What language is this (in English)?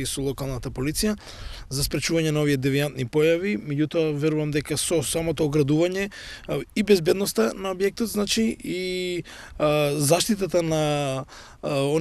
Macedonian